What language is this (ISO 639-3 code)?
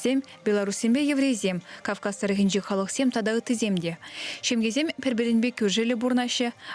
chv